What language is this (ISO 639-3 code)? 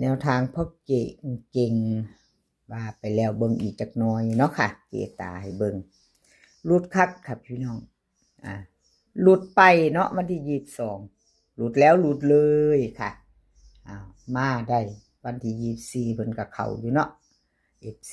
tts